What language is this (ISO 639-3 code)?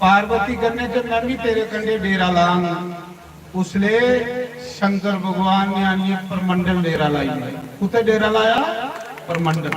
doi